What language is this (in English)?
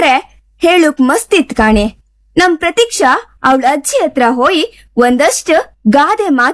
Kannada